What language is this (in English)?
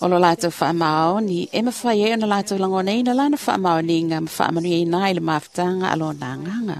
Samoan